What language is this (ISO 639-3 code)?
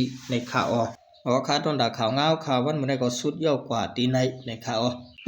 shn